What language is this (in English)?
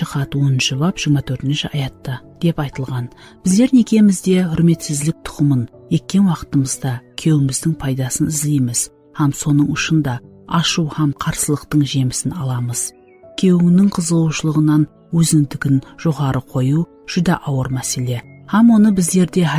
Kara-Kalpak